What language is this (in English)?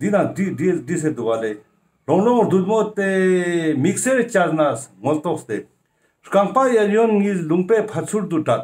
Ladakhi